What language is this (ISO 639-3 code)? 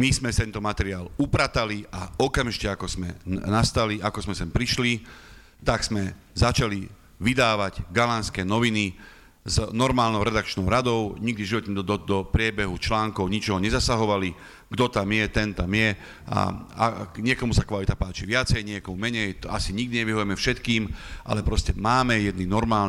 slk